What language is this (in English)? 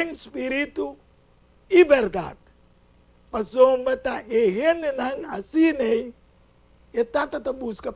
Papiamento